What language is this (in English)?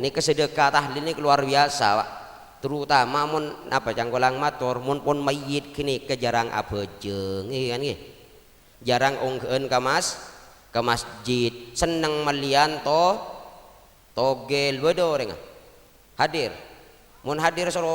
Madurese